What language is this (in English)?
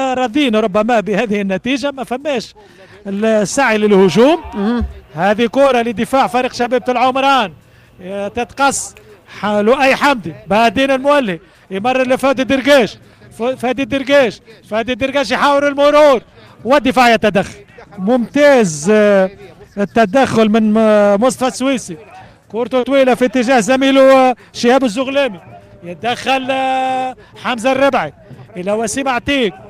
Tunisian Arabic